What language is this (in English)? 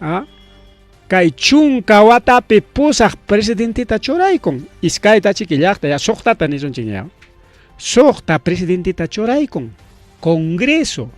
Ayacucho Quechua